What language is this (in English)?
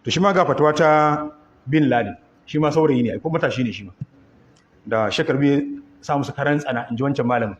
Hausa